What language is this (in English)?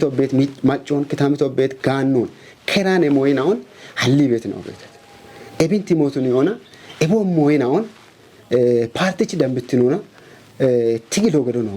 Kafa